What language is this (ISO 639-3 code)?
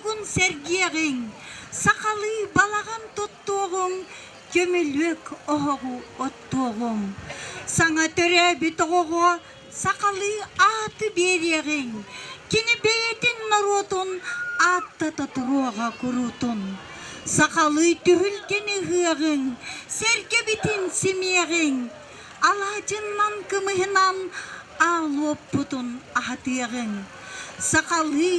sah